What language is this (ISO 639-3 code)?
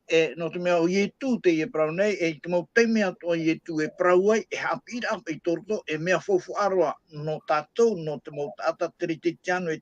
tah